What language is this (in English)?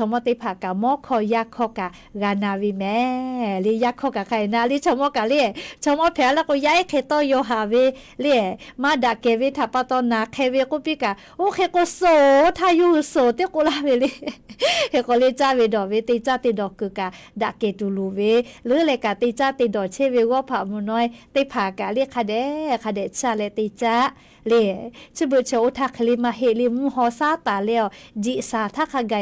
Lahu